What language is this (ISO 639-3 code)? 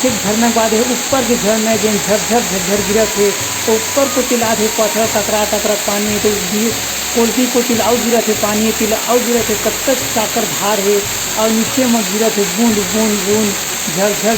hne